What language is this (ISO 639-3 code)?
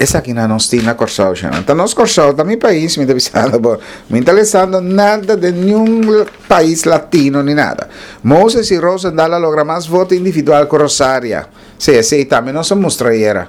pap